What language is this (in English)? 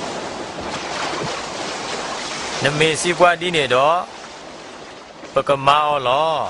S'gaw Karen